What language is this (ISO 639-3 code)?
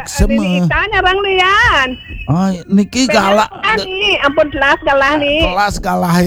ban